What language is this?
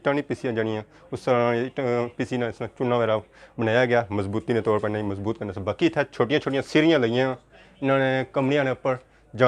Pahari-Potwari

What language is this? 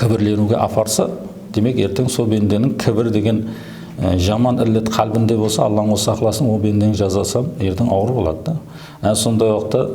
Kara-Kalpak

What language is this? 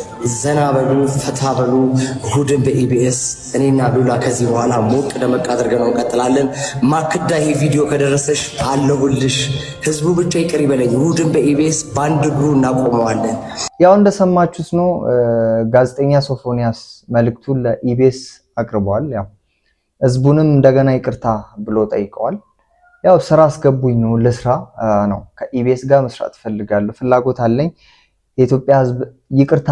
Amharic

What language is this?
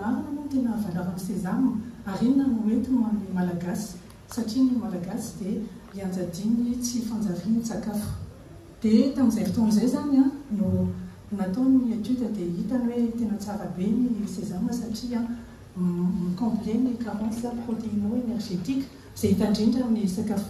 Malagasy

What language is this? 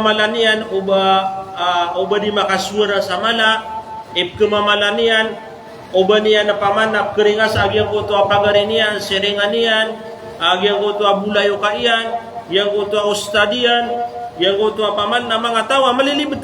Maranao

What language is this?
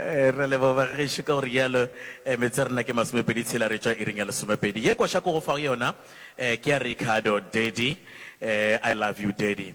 Northern Sotho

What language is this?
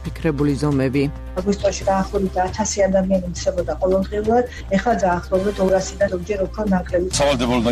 Georgian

